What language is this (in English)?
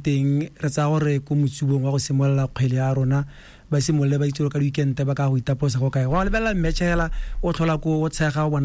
Tswana